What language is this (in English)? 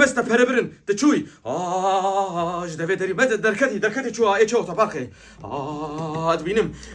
Kurdish